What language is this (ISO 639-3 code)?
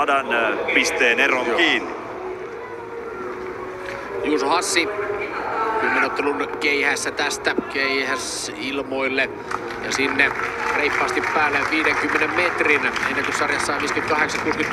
fin